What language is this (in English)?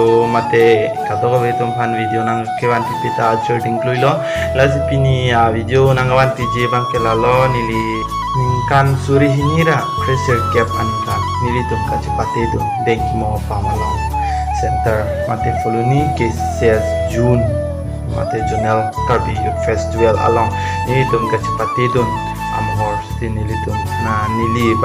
Karbi